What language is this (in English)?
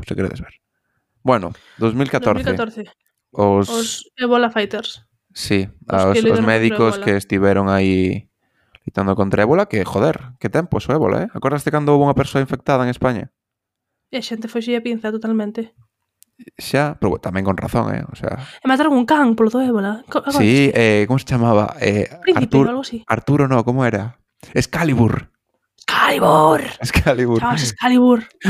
Galician